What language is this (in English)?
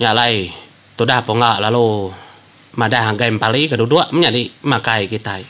Iban